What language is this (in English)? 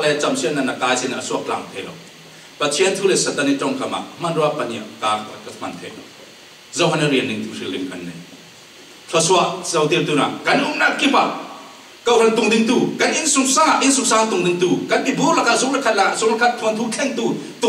Falam Chin